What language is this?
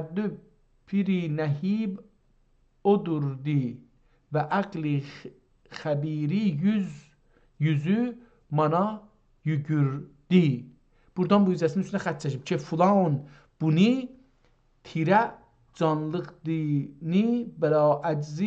South Azerbaijani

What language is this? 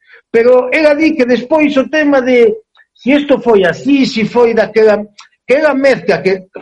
Galician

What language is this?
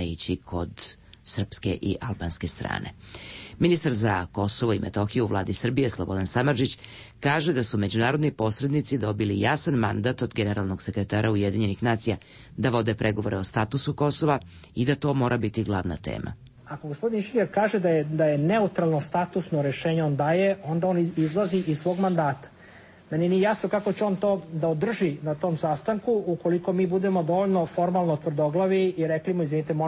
Serbian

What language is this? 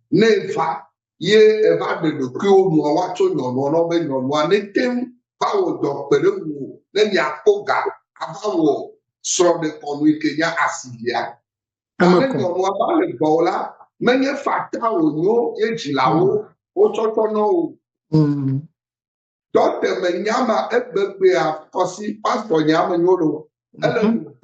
Ewe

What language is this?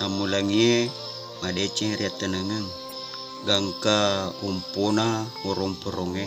Buginese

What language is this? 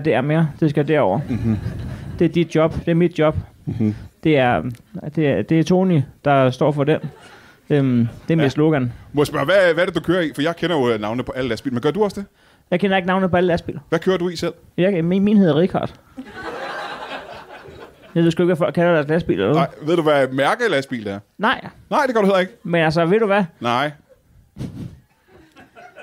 Danish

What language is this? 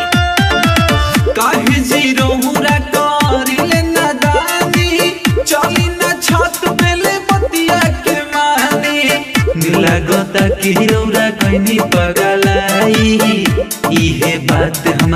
Bhojpuri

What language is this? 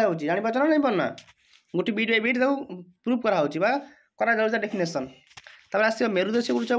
Odia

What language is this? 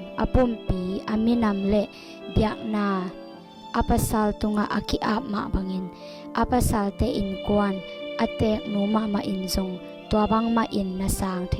Tedim Chin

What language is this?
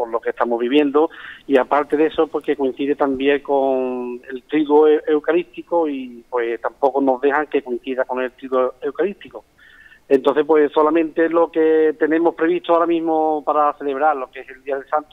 Spanish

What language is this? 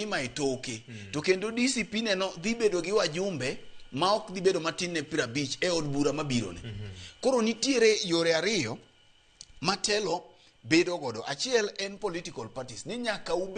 Luo (Kenya and Tanzania)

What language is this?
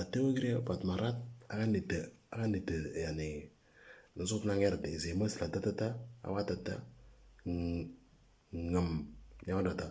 Moro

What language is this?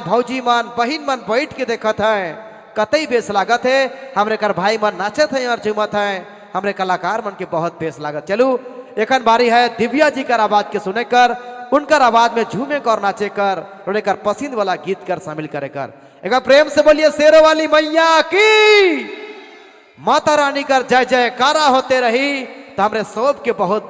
Sadri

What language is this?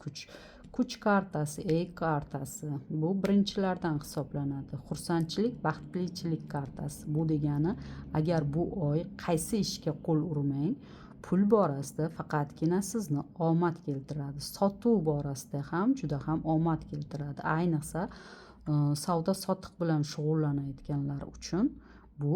Uzbek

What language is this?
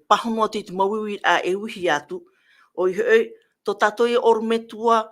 Tahitian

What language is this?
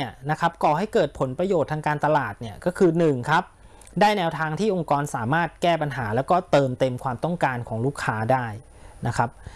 Thai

